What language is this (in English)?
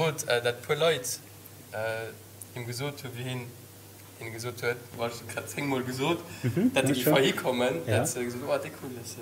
Luxembourgish